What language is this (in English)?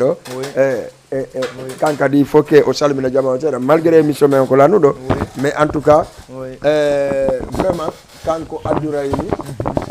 Fula